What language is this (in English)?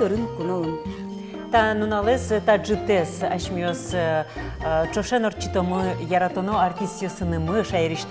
Udmurt